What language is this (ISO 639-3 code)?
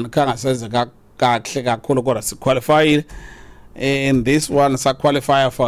xho